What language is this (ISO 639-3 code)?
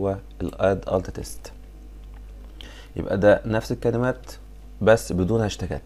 arz